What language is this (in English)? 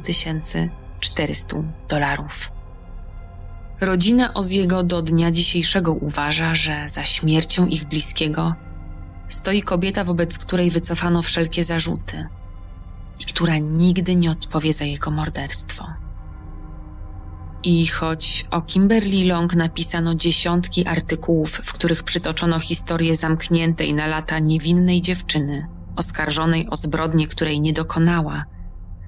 Polish